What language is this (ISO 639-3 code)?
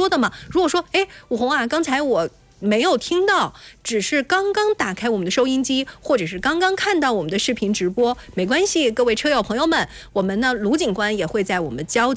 zho